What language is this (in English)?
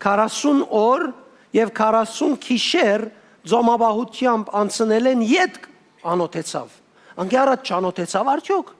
Western Armenian